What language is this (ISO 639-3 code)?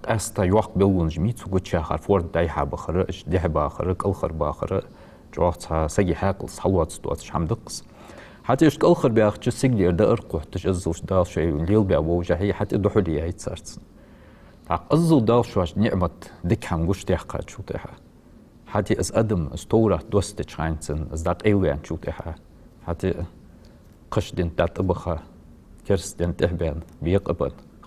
inh